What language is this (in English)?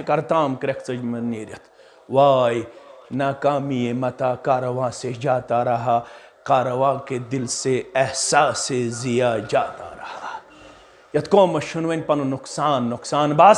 Kashmiri